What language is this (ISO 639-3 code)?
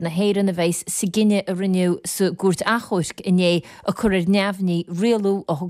gle